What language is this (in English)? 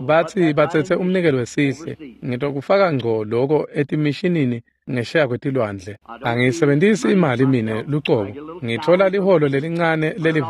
Swati